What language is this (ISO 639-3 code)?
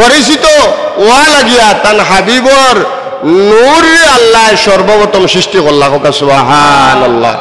syl